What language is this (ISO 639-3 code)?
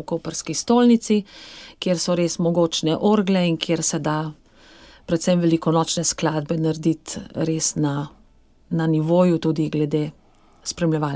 slv